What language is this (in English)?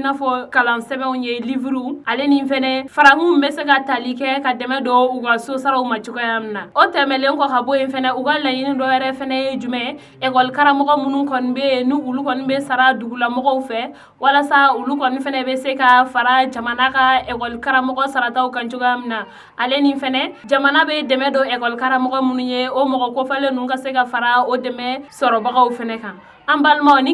Bambara